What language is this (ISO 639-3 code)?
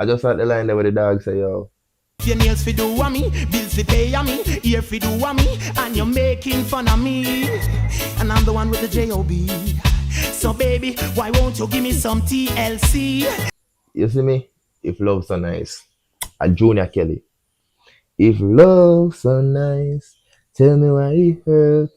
jam